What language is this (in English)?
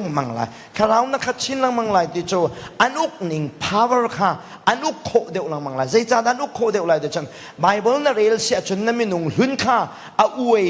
Hakha Chin